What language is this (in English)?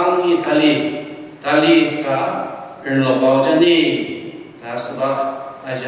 Ao Naga